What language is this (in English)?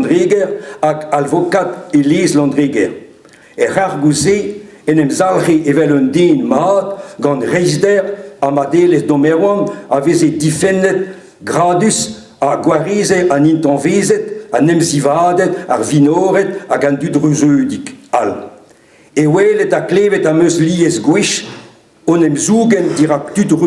Breton